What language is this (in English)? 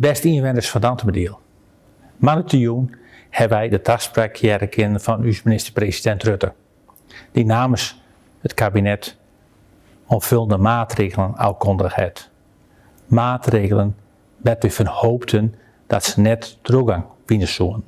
Western Frisian